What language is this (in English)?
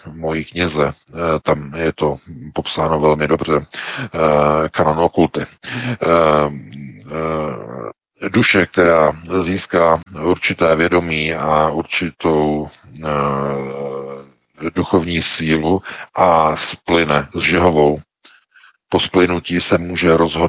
Czech